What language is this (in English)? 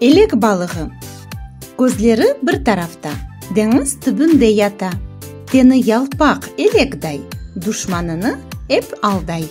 Crimean Tatar